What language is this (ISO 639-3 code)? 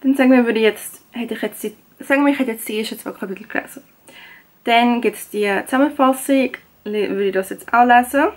gsw